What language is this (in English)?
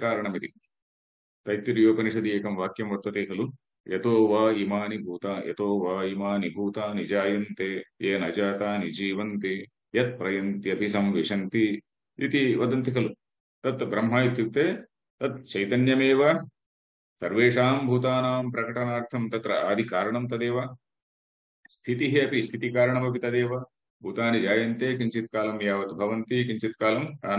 Sanskrit